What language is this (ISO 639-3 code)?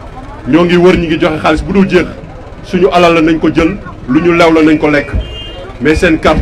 wol